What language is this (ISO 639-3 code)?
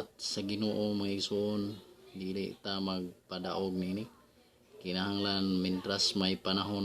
ceb